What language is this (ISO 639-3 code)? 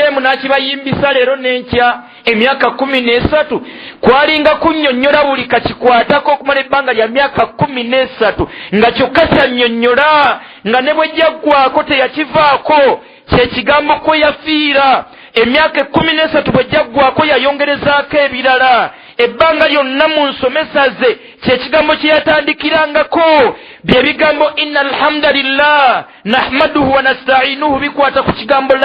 lug